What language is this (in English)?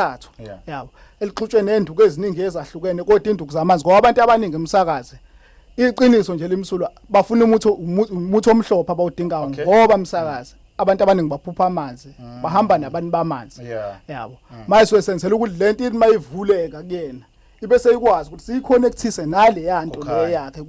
Zulu